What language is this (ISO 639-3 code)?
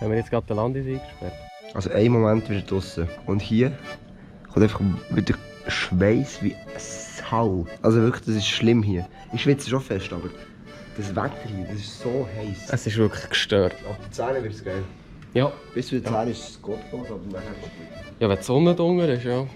gsw